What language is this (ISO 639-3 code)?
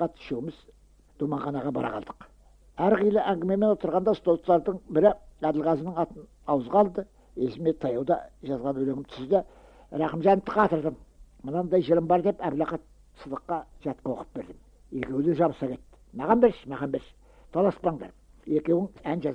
kaz